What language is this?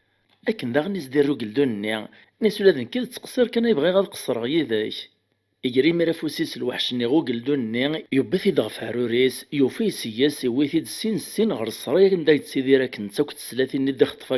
Kabyle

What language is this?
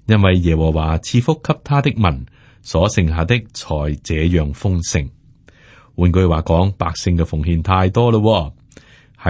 Cantonese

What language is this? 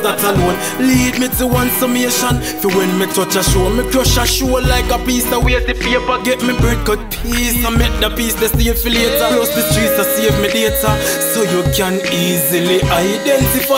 Jamaican Creole English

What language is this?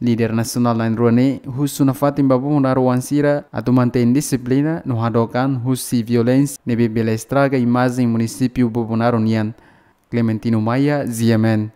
Tetum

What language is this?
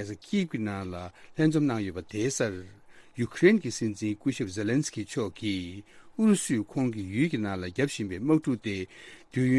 Tibetan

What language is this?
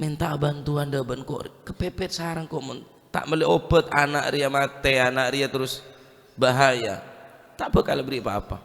Madurese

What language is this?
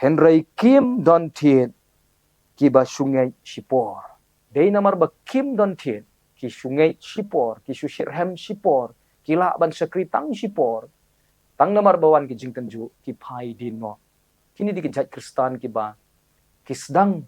Khasi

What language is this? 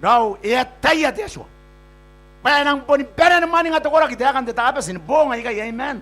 Gilbertese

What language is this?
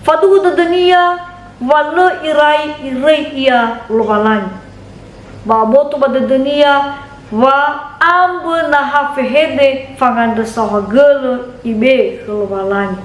Nias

